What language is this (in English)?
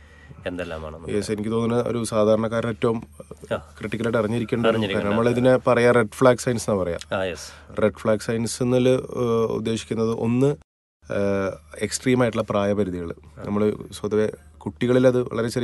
Malayalam